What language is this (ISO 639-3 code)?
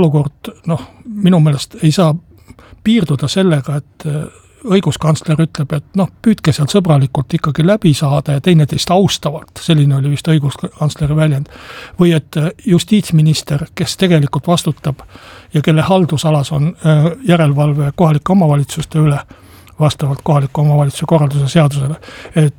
est